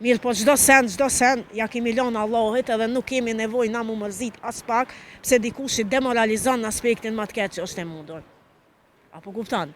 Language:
Albanian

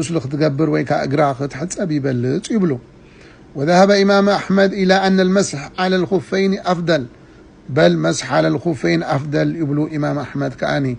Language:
Tigrinya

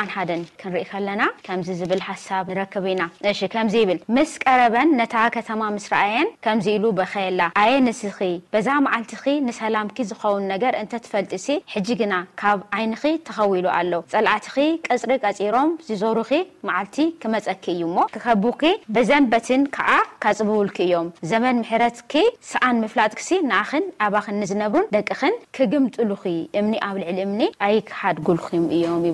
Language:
Tigrinya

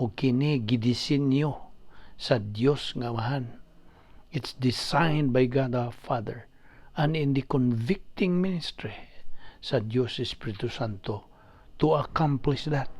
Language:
Cebuano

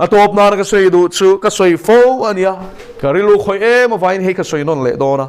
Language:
Mizo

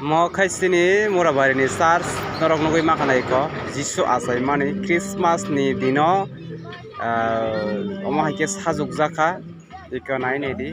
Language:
Kok Borok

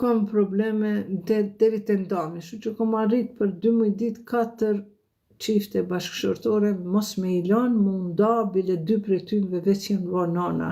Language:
Albanian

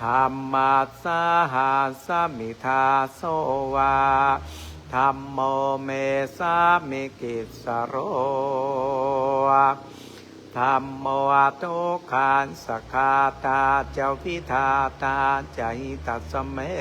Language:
Pali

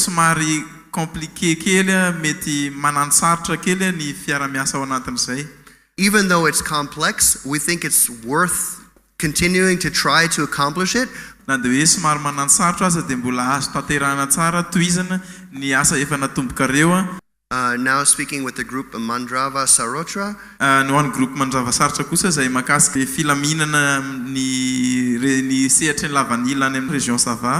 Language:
Malagasy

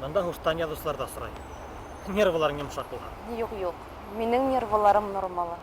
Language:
Bashkir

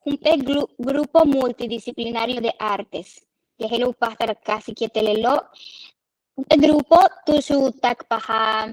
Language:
Yucateco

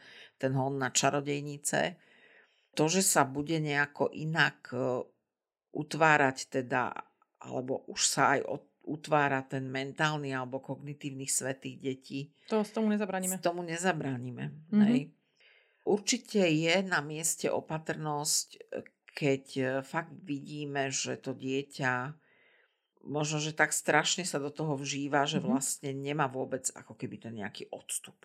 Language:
Slovak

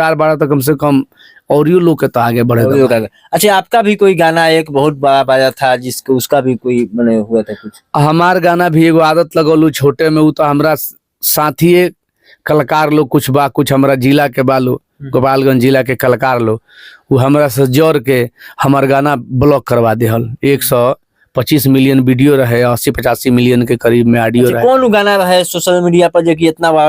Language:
Bhojpuri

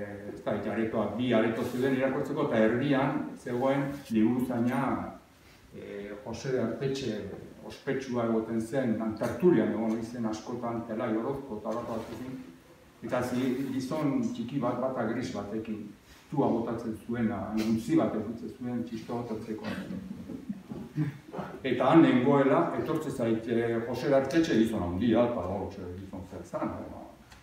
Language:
Basque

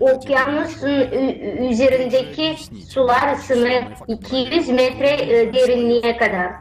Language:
Gagauz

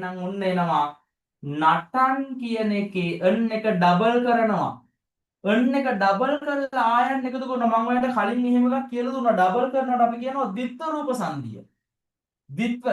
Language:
Sinhala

